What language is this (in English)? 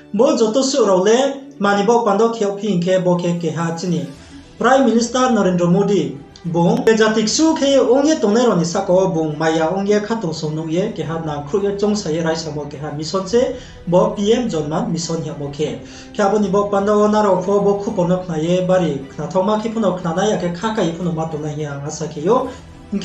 Riang (India)